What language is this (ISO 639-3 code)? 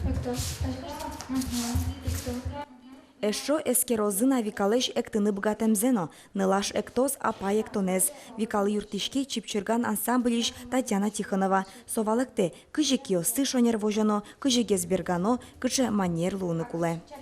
udm